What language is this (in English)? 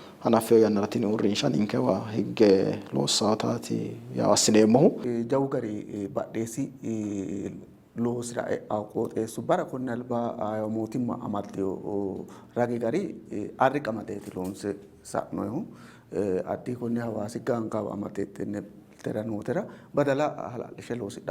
Sidamo